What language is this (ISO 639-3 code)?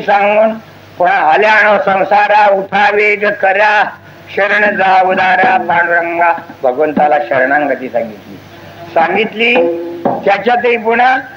mar